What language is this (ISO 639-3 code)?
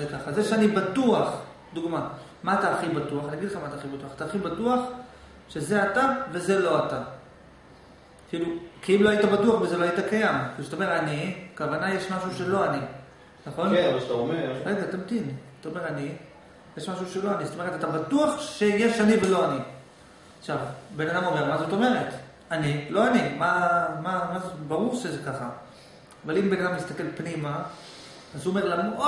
heb